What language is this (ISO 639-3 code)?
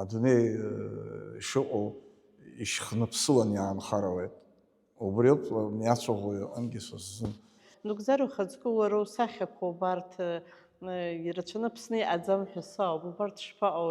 abk